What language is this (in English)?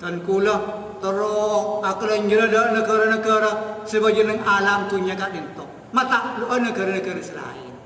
Madurese